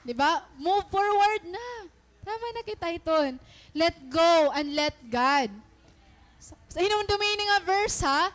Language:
Waray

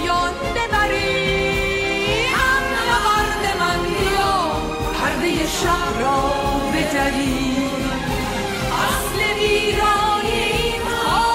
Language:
Persian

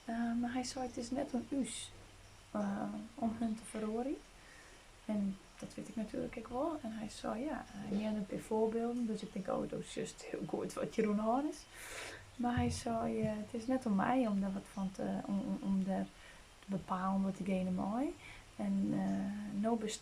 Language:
Western Frisian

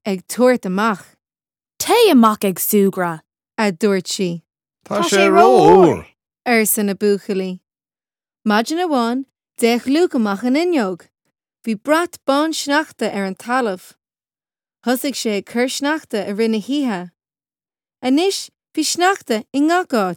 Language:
Irish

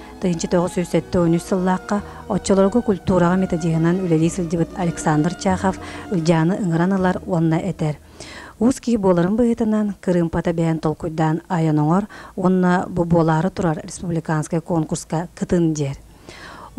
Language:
Yakut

